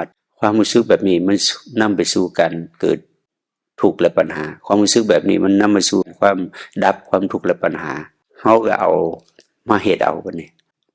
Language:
Northeastern Thai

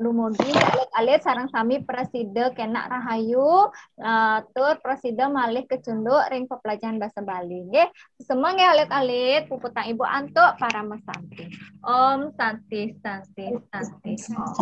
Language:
Balinese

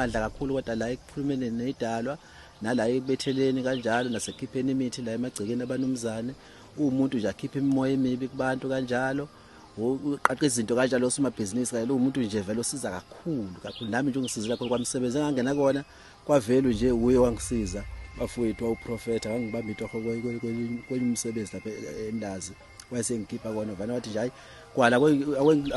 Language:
Zulu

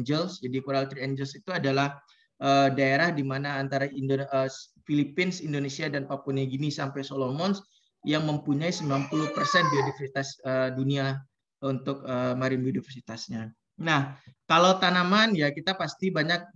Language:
Indonesian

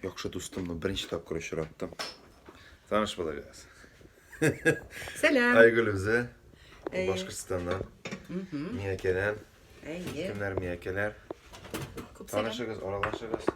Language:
Tatar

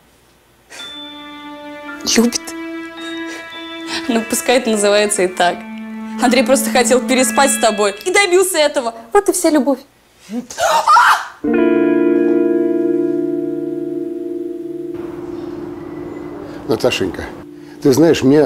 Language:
Russian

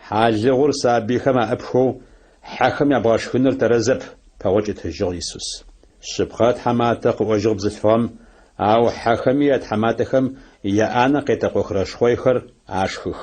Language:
Adyghe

